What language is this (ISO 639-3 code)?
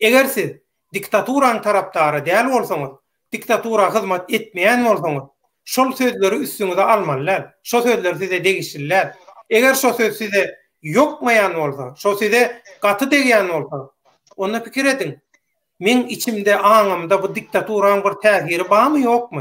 tuk